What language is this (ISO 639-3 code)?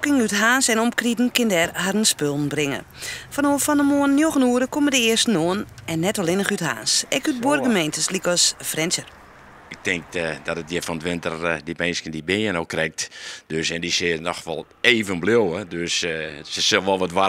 fry